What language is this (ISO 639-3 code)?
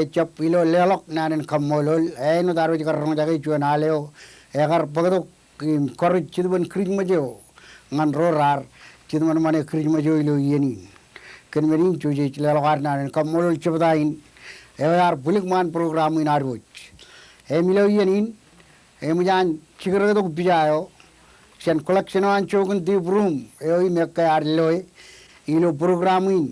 mah